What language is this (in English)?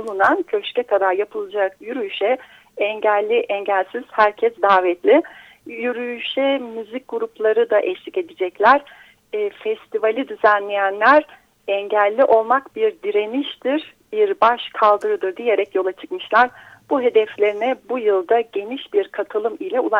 Turkish